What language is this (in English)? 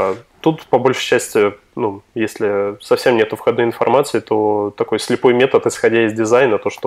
Russian